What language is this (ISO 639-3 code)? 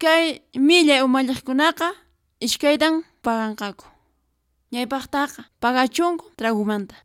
que